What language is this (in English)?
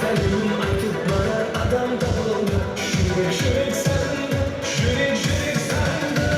Kara-Kalpak